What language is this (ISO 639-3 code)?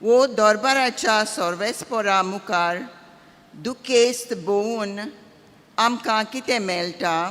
kok